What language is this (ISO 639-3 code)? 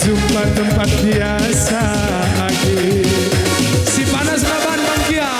btx